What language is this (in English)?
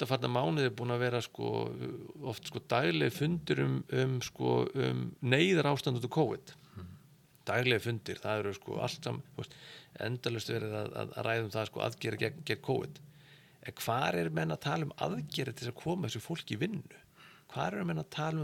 Icelandic